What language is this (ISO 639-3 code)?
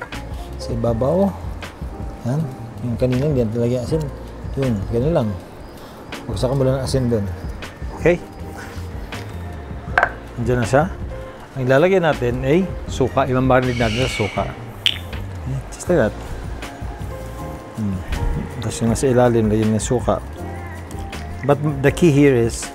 fil